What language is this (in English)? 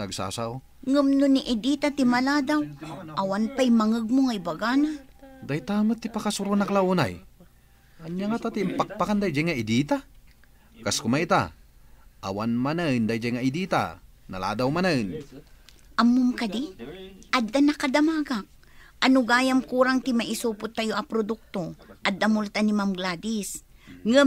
Iloko